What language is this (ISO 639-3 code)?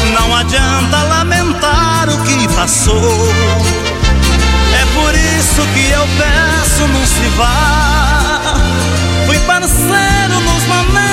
por